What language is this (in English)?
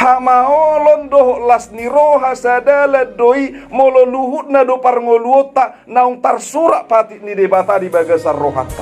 Batak Toba